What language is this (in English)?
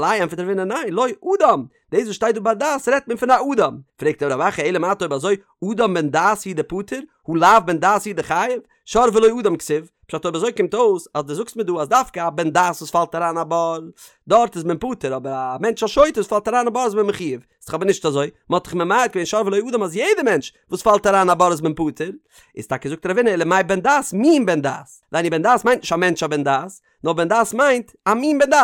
Yiddish